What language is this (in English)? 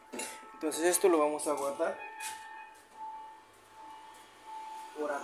Spanish